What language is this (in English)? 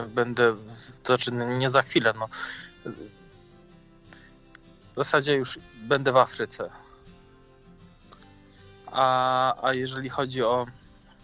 Polish